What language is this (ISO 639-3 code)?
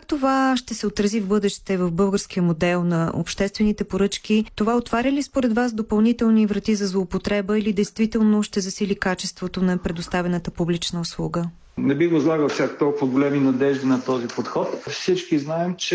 bul